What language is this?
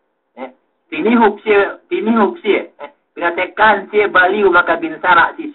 Yakan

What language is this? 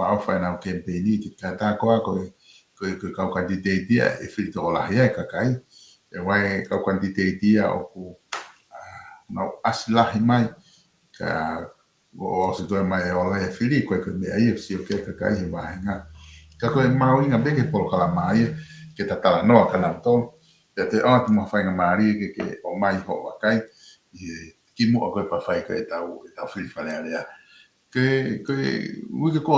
Tongan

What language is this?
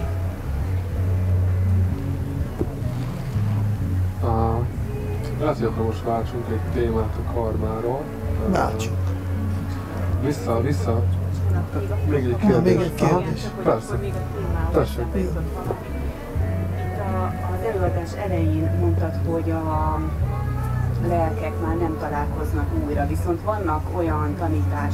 Hungarian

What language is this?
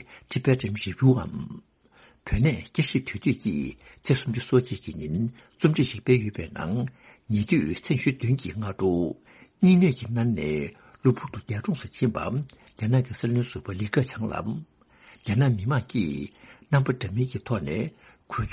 Tibetan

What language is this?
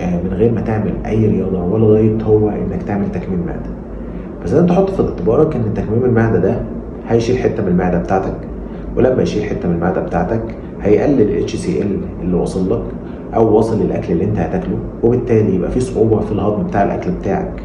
Egyptian Arabic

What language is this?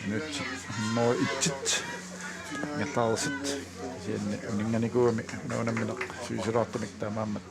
Kalaallisut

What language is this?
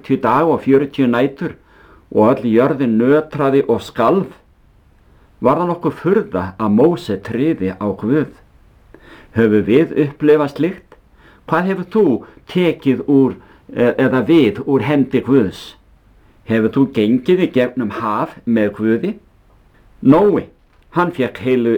Icelandic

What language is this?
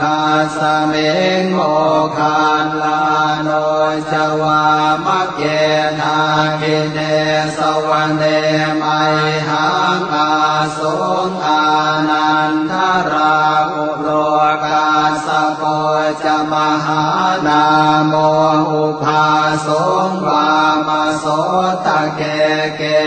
Pali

